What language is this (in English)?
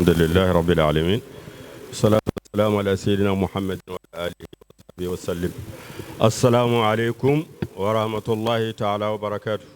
Fula